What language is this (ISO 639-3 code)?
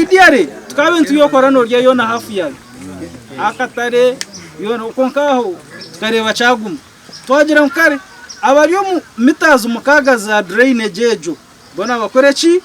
nyn